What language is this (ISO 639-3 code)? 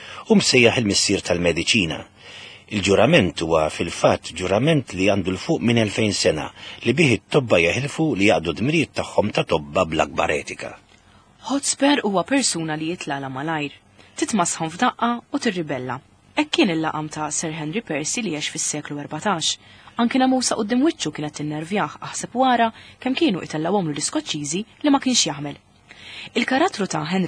mlt